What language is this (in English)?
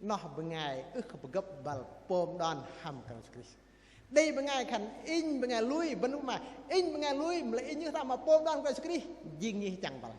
Bahnar